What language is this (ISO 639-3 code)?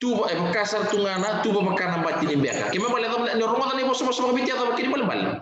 fij